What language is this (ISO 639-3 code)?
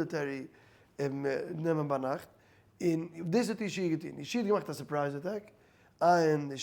yid